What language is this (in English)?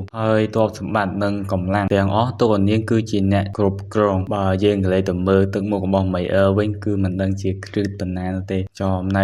Khmer